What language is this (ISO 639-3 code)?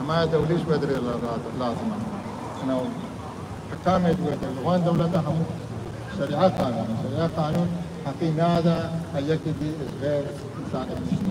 kur